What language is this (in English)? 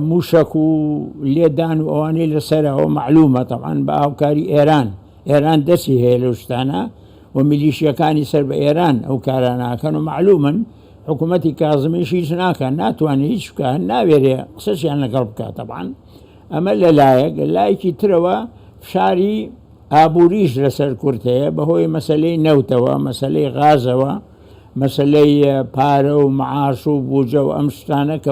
Central Kurdish